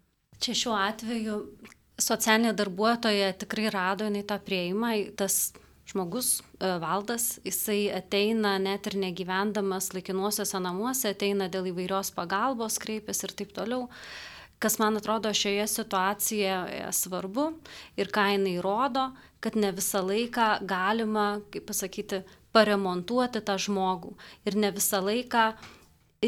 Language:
Lithuanian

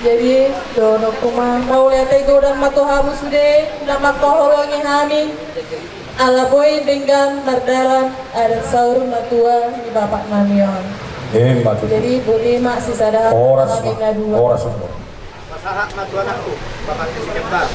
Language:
Batak Toba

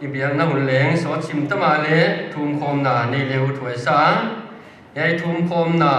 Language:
Paite Chin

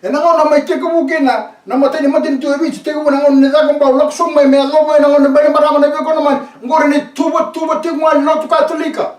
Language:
Fijian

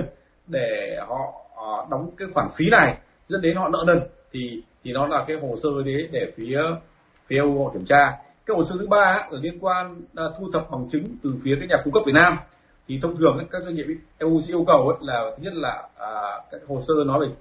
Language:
Vietnamese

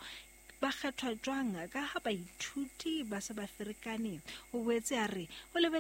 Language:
Southern Sotho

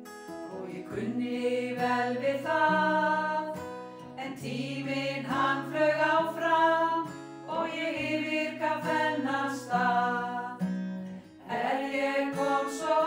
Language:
Icelandic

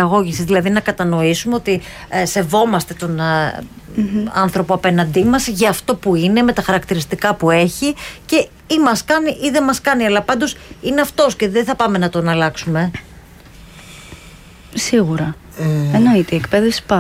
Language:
Greek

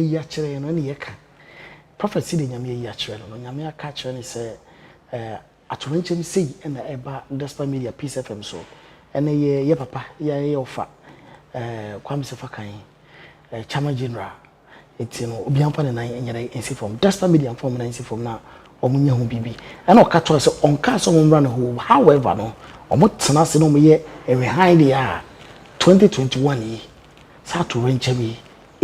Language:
Akan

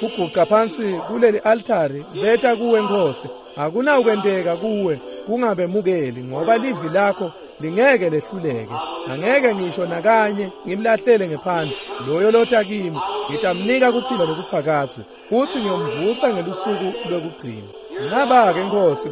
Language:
Swati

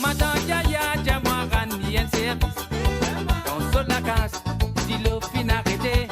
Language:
Morisyen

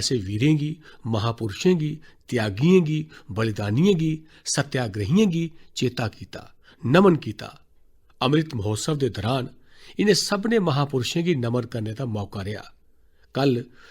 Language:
Dogri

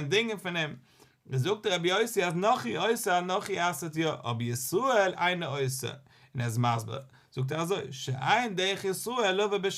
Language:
Yiddish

